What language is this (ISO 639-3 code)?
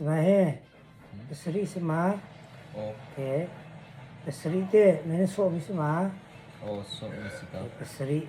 cnh